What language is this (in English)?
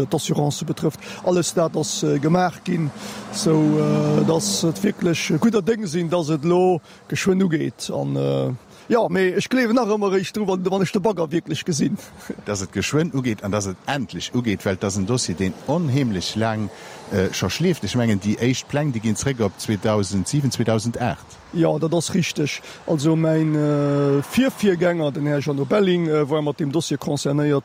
Luxembourgish